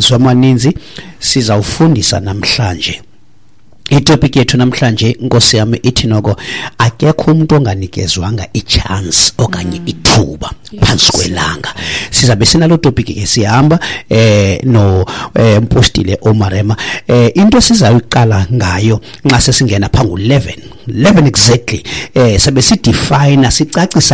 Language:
Xhosa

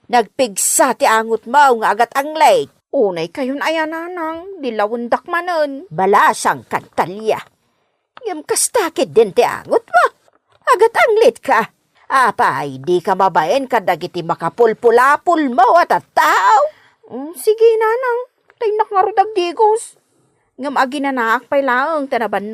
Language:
Iloko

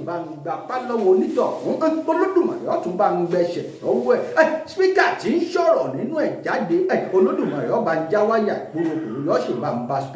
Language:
Yoruba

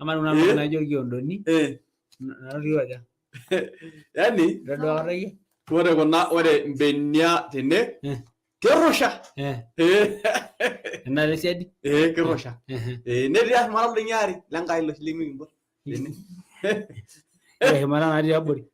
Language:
Masai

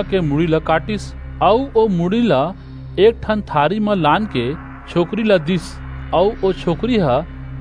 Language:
Chhattisgarhi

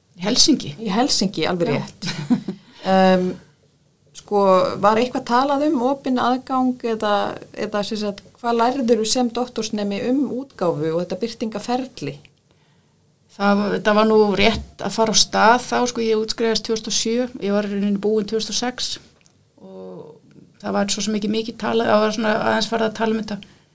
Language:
Icelandic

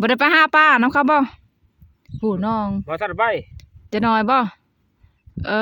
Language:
Lao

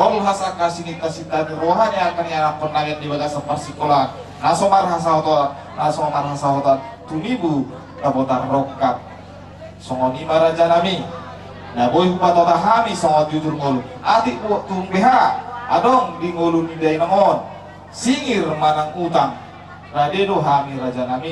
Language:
Batak Toba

